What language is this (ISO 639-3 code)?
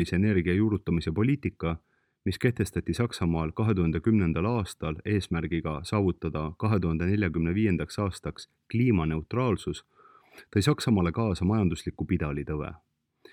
est